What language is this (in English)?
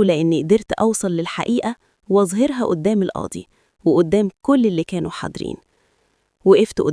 Egyptian Arabic